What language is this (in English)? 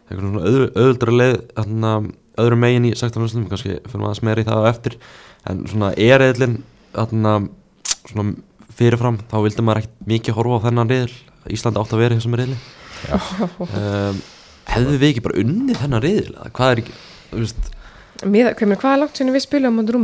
Icelandic